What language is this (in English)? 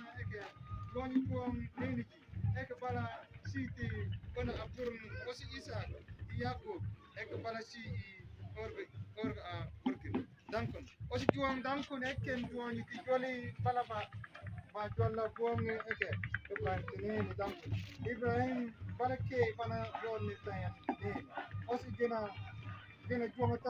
Mabaan